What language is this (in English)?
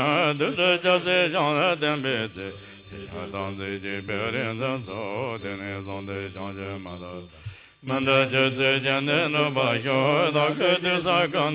Tibetan